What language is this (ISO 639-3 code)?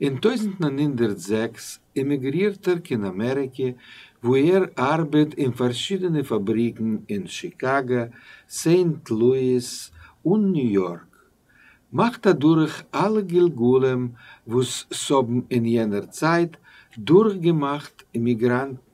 yid